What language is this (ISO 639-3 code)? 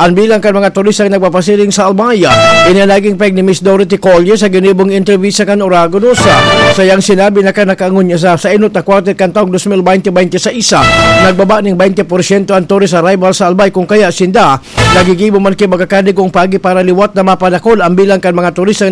bik